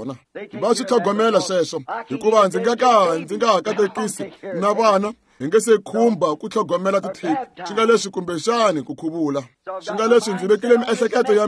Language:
Tsonga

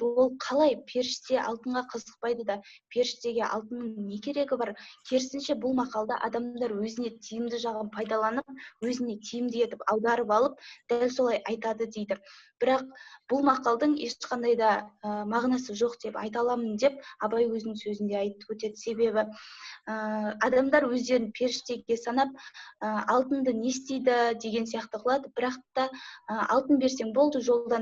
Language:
Kazakh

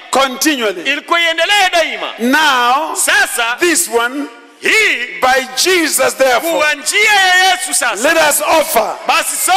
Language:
Swahili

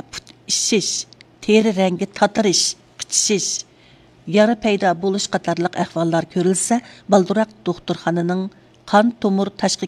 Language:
Uyghur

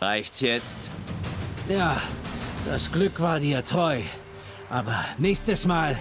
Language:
Swiss German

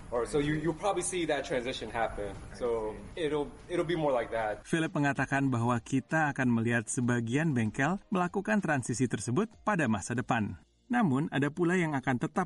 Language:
Indonesian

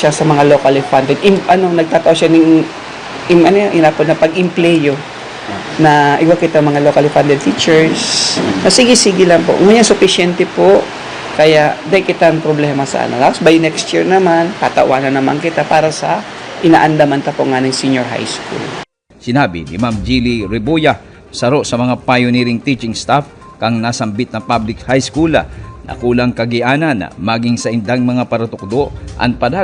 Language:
Bikol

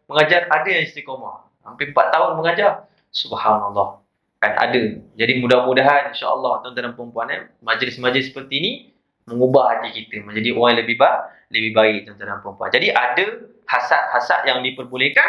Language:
Malay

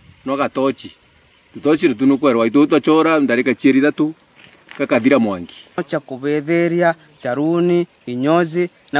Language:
Meru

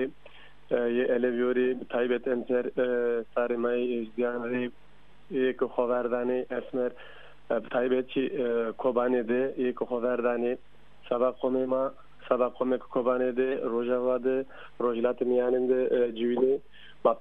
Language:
Zaza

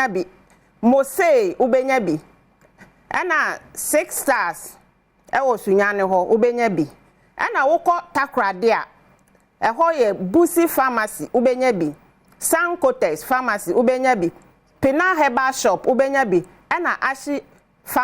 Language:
Akan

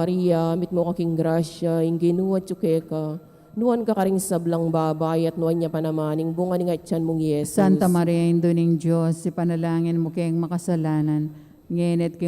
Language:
Pampanga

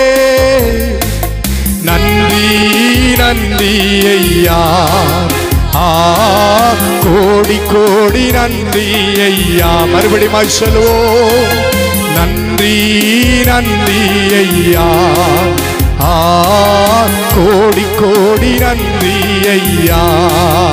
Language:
Tamil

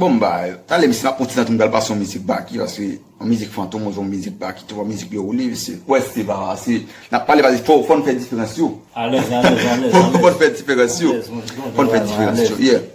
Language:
Haitian Creole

